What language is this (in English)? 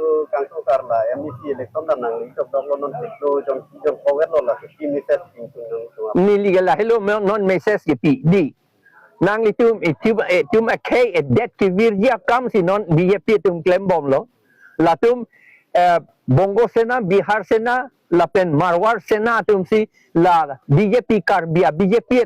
Karbi